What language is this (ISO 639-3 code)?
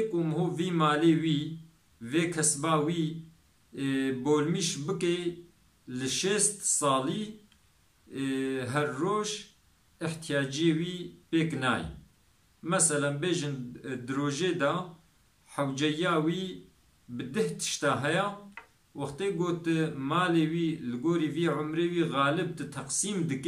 kur